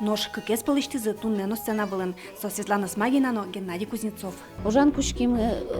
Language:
Udmurt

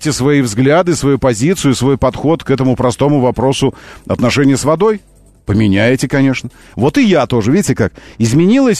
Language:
Russian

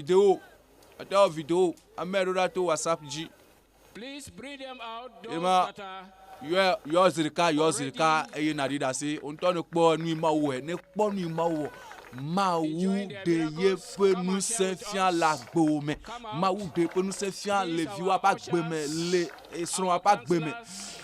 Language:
Ewe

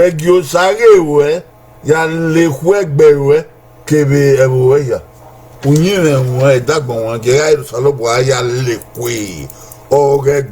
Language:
Bini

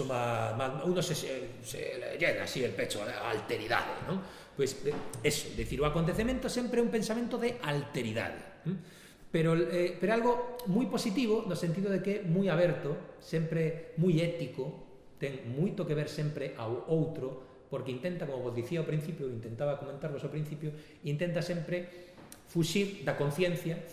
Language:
Galician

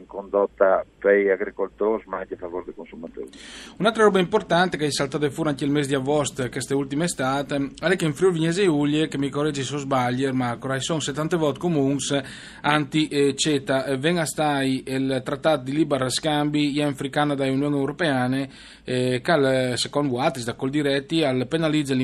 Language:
Friulian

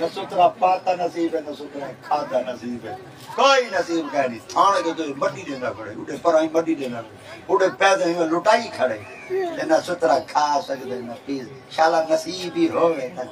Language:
Saraiki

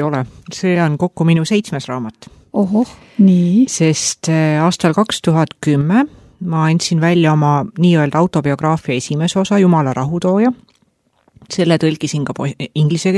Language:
Estonian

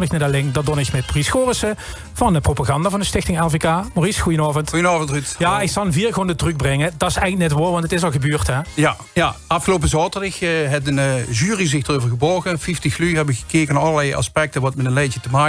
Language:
Limburgish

